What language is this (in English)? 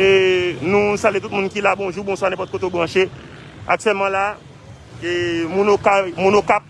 Haitian Creole